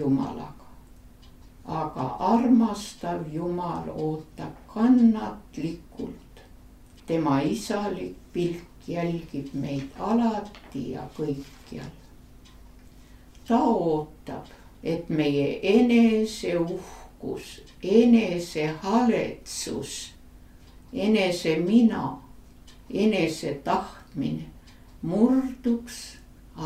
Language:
Estonian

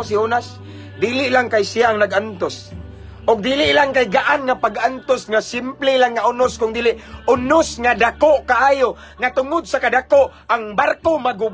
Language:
Cebuano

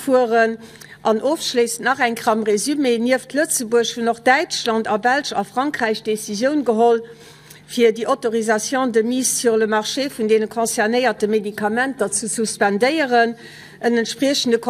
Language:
Luxembourgish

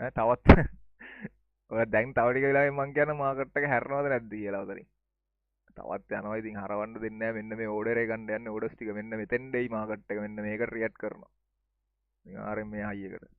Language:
Sinhala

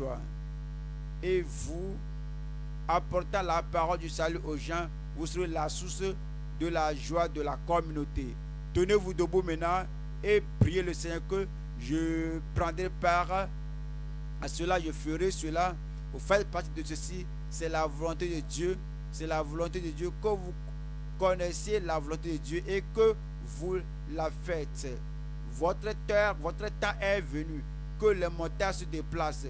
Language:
French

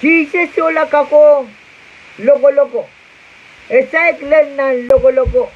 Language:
Pohnpeian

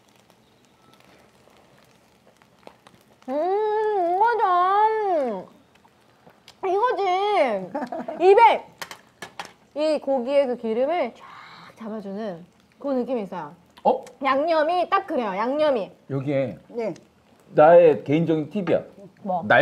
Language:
Korean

